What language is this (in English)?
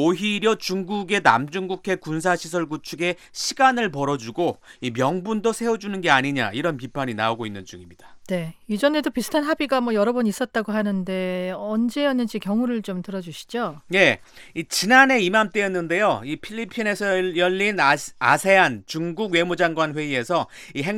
Korean